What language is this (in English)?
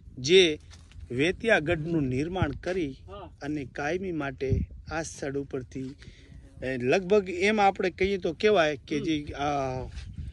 Gujarati